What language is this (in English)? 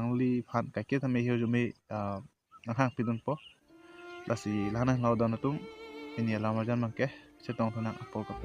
Karbi